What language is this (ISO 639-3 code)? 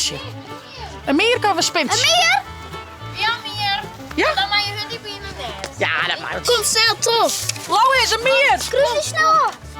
fry